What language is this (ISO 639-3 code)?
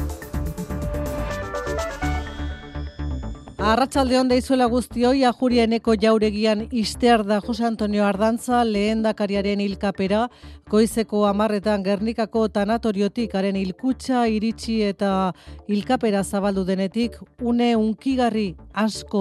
eus